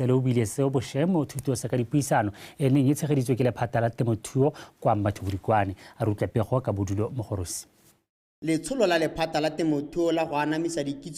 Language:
Tswana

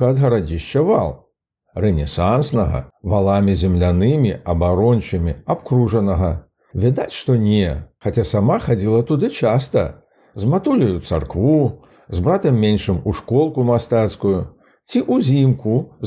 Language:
Belarusian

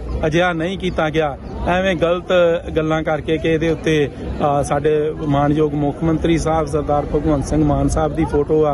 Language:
Punjabi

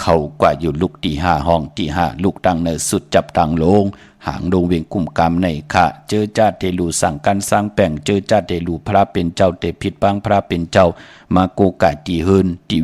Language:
Shan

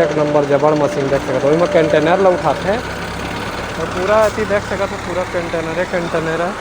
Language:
Chhattisgarhi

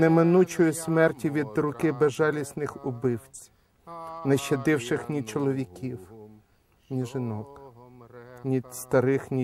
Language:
Ukrainian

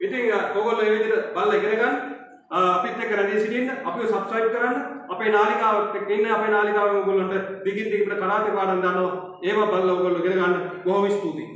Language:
Sinhala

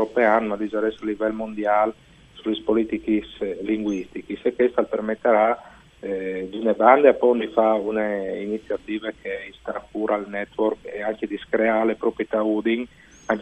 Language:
Friulian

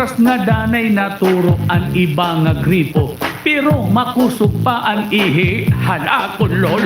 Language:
Waray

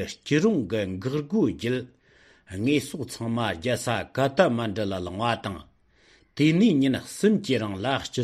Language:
Tibetan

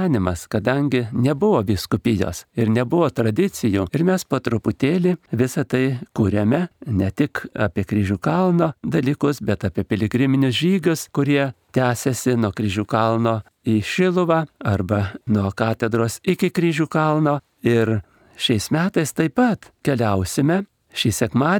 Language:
Lithuanian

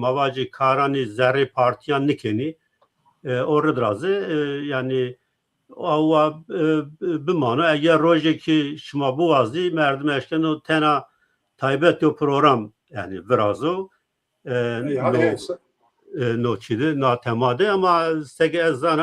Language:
Zaza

